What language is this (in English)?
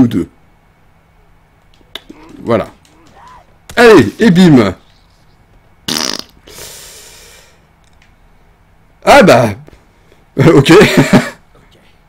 French